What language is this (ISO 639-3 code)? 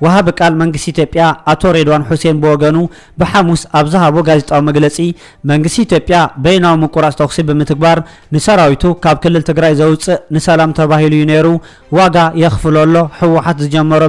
tir